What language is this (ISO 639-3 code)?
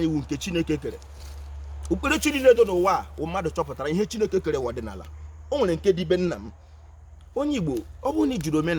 ibo